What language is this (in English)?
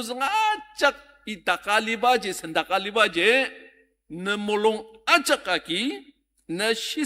Ao Naga